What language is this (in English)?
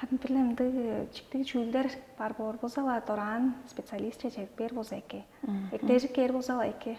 Tuvinian